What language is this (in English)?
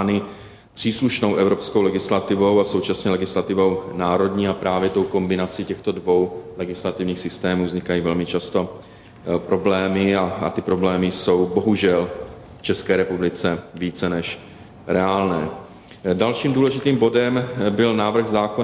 Czech